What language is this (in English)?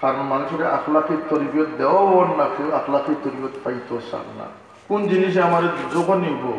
Sylheti